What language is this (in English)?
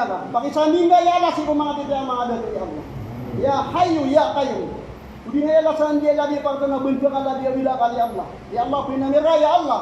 Maranao